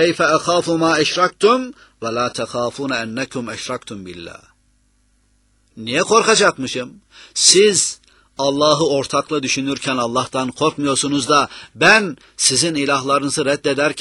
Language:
Turkish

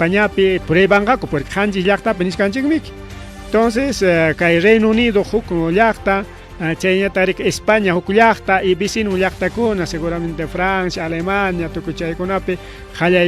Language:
Ayacucho Quechua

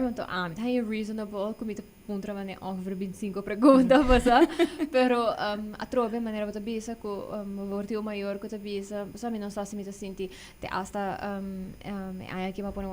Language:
Papiamento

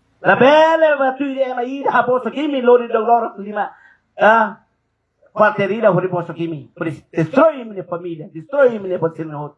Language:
Tetum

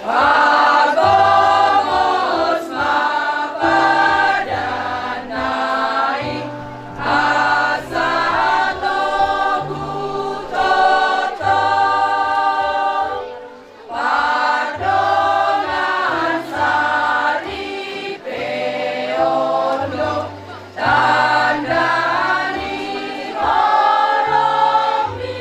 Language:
Batak Toba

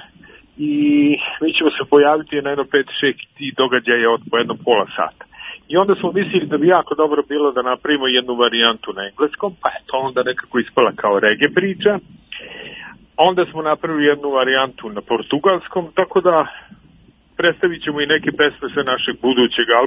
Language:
Serbian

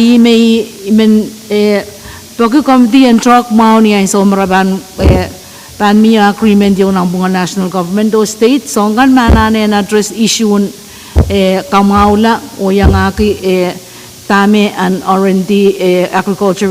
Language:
Pohnpeian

